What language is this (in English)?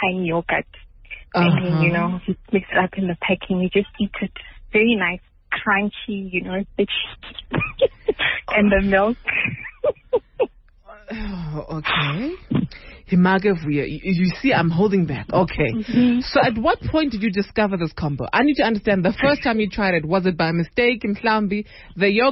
English